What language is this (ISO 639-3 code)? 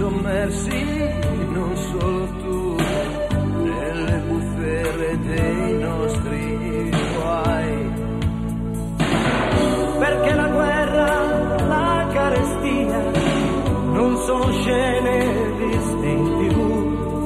ita